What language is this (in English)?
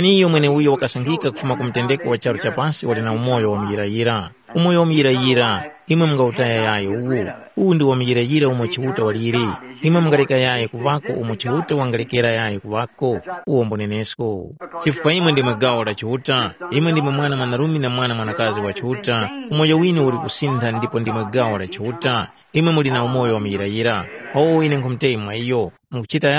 Tumbuka